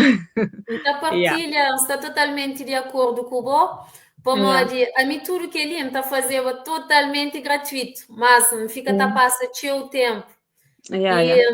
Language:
Kabuverdianu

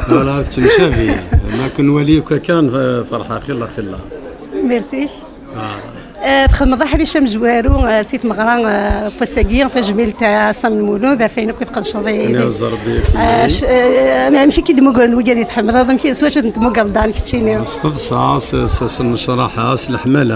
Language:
Kabyle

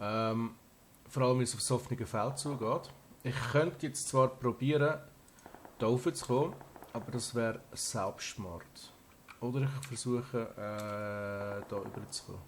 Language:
Swiss German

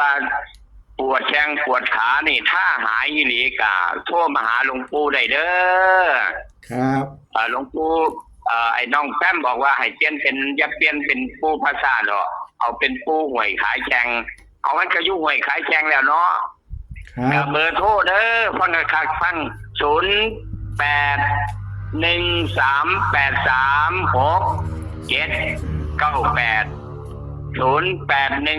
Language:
Northeastern Thai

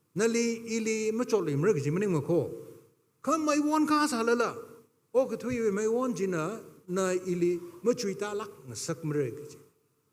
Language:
Tangkhul Naga (India)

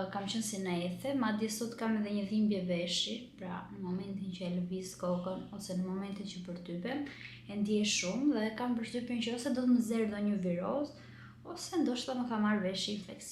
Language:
Albanian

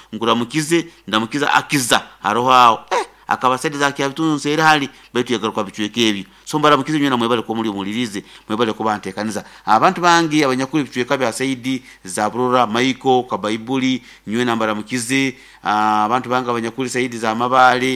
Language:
Nyoro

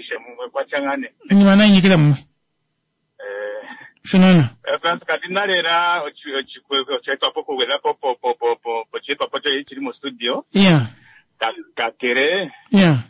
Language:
Kuanyama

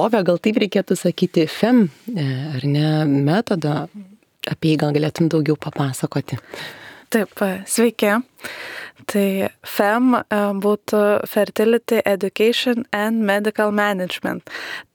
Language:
Lithuanian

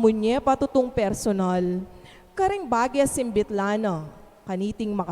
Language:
Pampanga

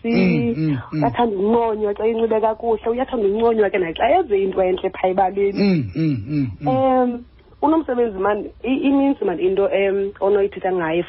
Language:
Xhosa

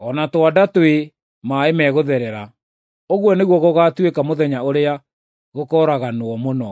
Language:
Kikuyu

